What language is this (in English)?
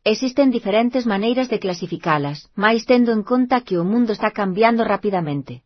Galician